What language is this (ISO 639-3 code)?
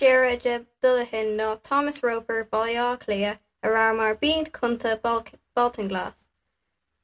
gle